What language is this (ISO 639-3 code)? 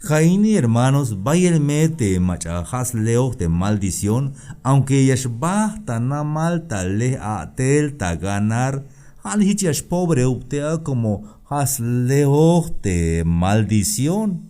tzh